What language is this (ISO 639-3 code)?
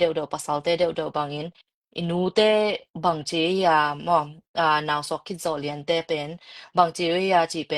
ctd